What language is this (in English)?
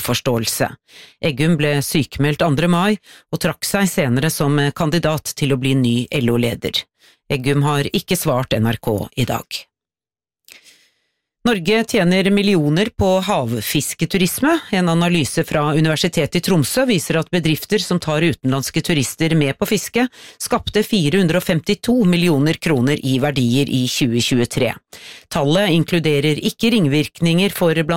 Norwegian